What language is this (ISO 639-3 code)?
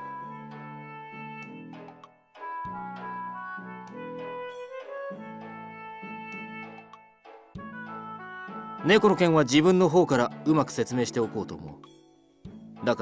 jpn